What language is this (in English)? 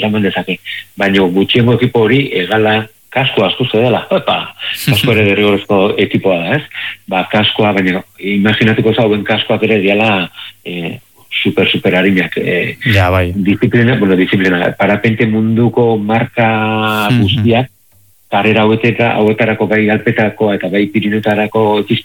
Basque